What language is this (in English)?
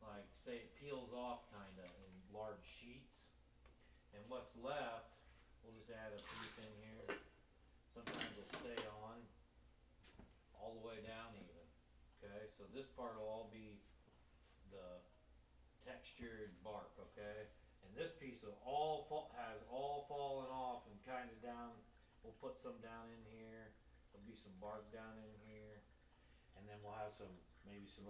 English